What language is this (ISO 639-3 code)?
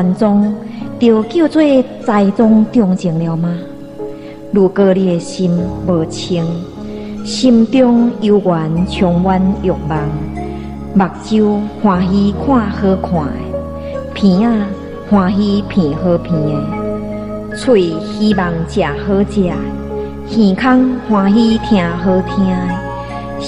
nan